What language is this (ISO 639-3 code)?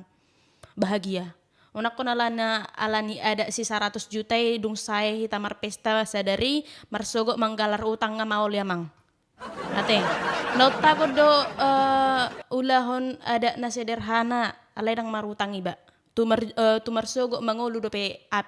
bbc